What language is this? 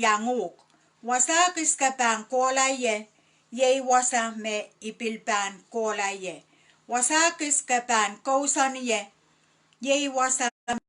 Pohnpeian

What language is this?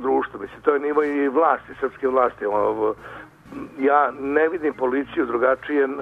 Serbian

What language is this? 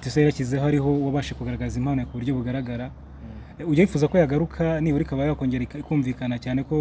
Kinyarwanda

